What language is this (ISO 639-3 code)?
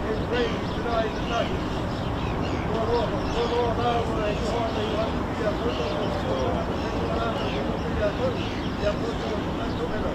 mri